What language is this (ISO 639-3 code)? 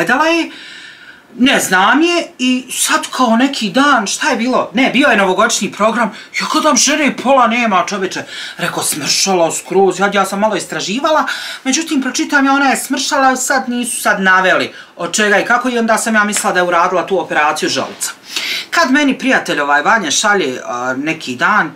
bos